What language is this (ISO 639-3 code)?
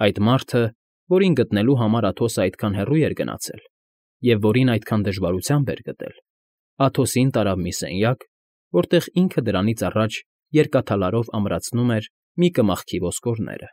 hye